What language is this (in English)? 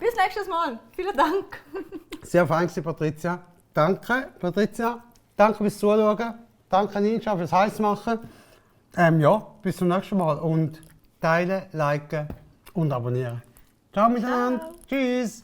Swiss German